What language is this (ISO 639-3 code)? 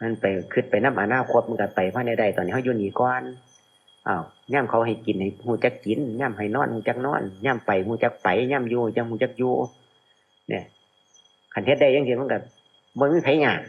lao